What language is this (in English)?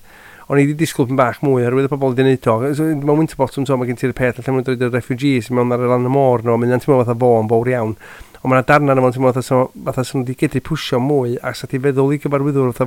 Welsh